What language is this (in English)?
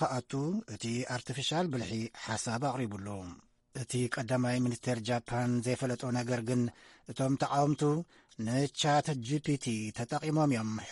Tigrinya